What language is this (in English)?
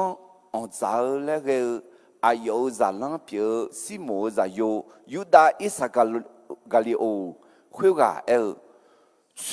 Akha